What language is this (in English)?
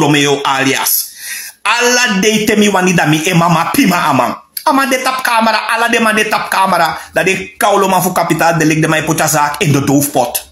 Sranan Tongo